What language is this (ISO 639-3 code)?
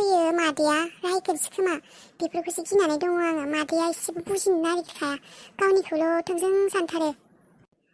brx